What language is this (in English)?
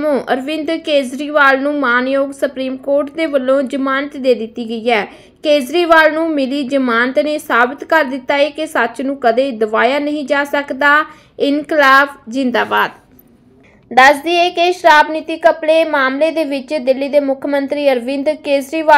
Punjabi